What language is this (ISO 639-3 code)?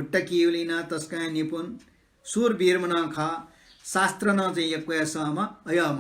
new